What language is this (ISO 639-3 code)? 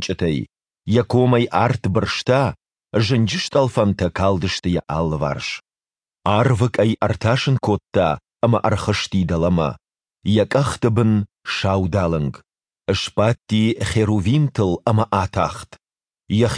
oss